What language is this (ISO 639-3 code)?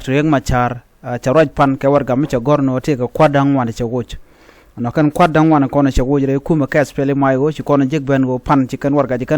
nus